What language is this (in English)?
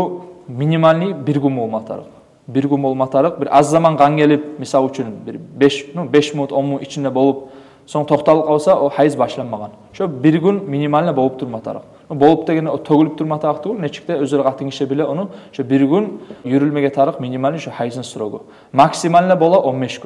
Kumyk